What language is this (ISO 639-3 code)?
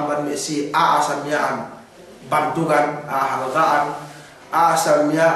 yka